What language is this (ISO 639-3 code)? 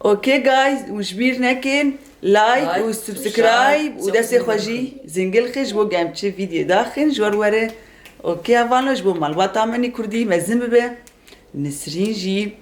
kur